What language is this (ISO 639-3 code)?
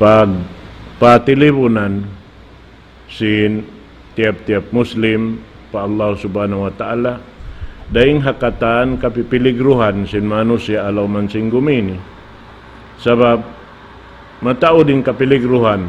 tsg